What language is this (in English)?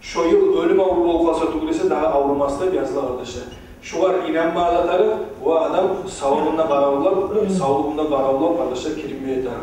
Kumyk